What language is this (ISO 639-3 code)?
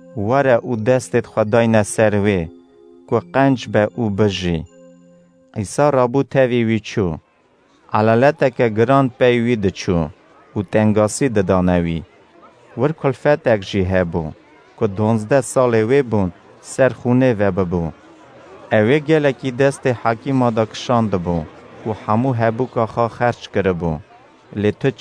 kur